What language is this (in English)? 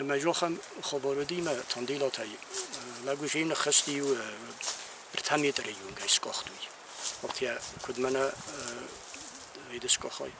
Ossetic